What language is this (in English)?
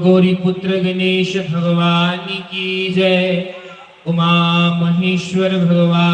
Dogri